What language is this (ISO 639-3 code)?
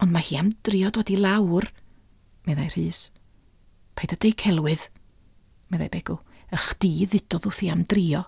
cym